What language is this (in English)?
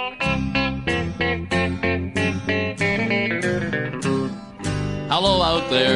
Swedish